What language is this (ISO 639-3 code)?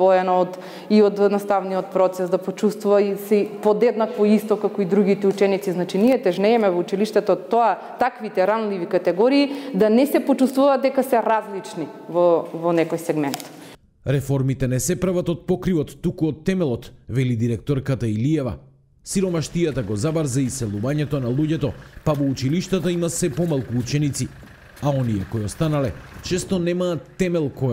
mkd